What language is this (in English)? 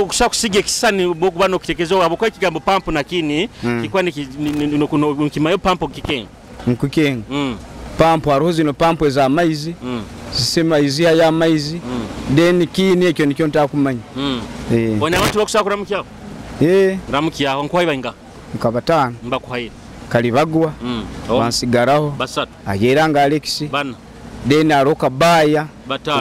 Nyoro